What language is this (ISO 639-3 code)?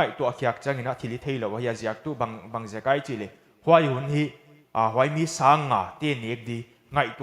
pck